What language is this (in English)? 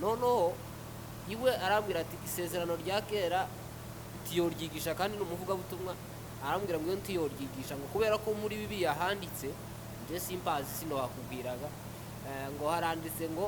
Kinyarwanda